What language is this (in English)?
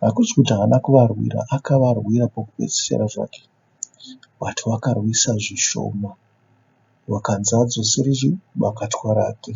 Shona